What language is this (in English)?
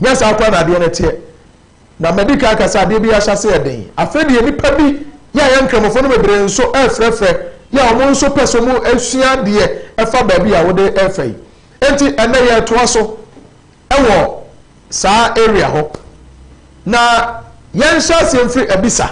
Akan